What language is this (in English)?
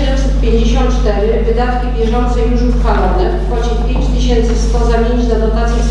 Polish